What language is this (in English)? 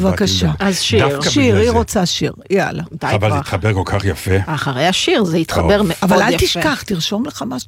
Hebrew